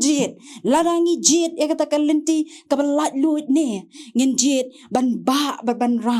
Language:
Khasi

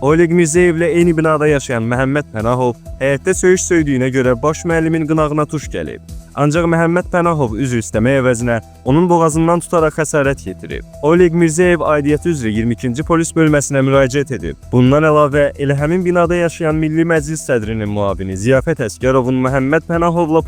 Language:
Azerbaijani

